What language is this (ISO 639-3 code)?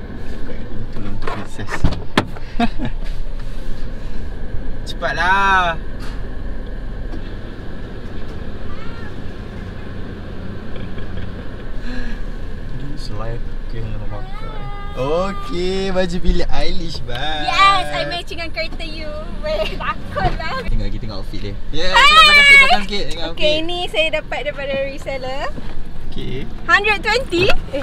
msa